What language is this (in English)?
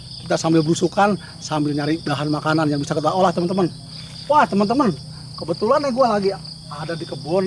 Betawi